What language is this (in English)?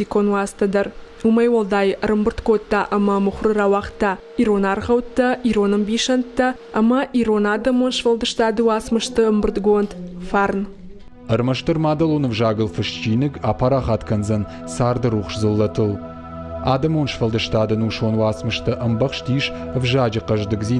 Ossetic